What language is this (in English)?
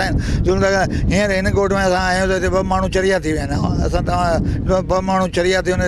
Sindhi